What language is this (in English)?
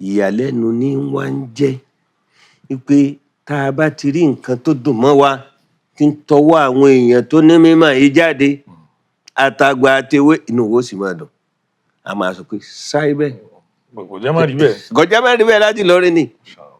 Yoruba